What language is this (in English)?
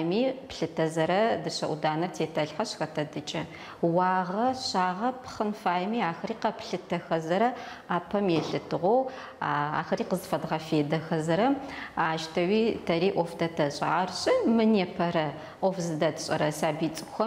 Adyghe